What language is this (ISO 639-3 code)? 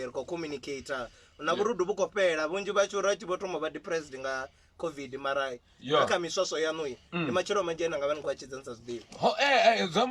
ven